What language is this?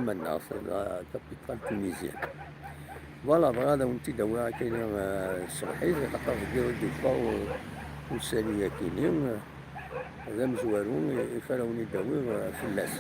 Kabyle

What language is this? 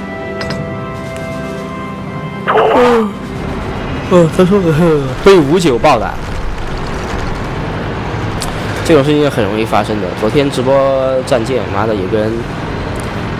Chinese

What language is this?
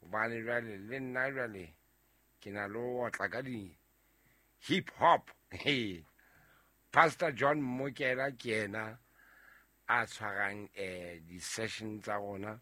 Southern Sotho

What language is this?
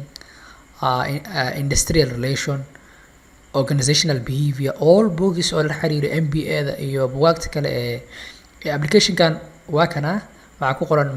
Somali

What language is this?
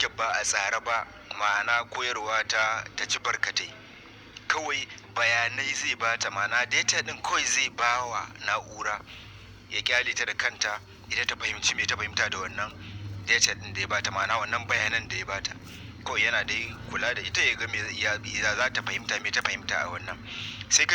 Hausa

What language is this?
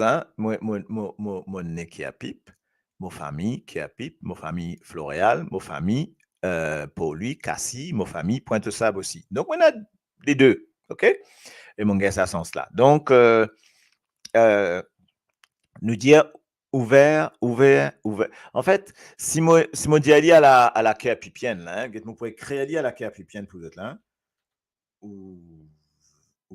Morisyen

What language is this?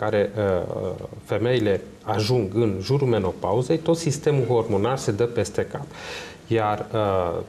Romanian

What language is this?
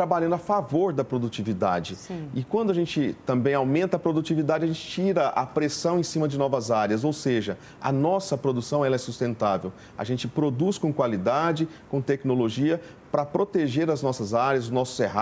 Portuguese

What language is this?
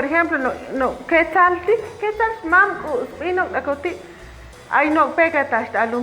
Chuj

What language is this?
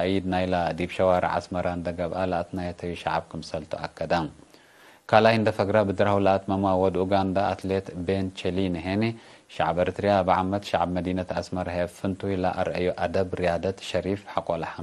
Tigre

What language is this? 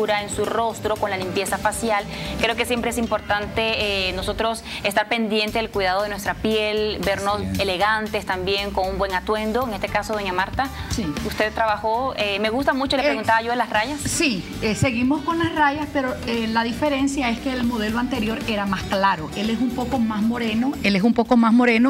Spanish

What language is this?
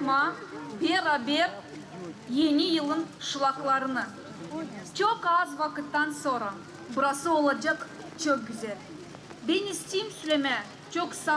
Gagauz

